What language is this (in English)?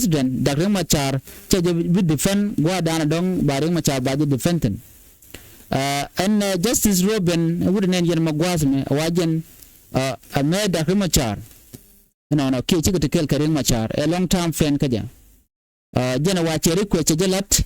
Nuer